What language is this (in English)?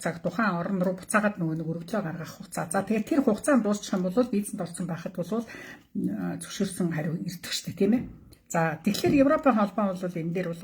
Mongolian